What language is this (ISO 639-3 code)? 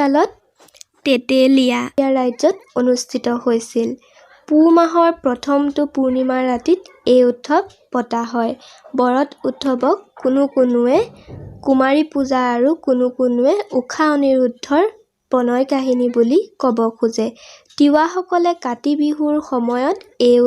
asm